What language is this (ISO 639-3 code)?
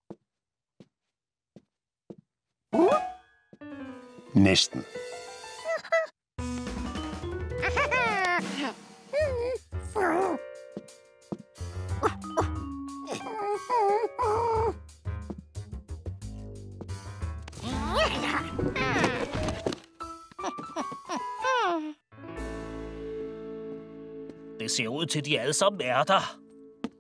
dan